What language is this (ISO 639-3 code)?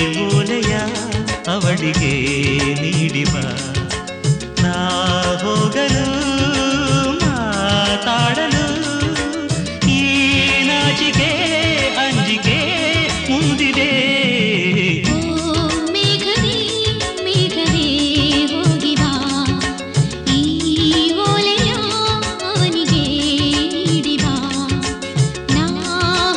kan